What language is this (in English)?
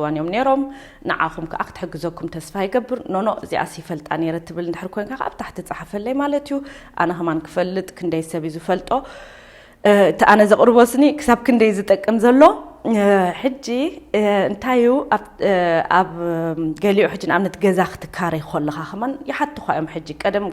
Tigrinya